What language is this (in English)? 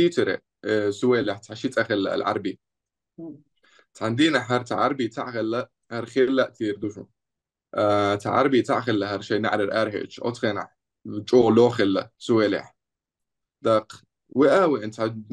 Chechen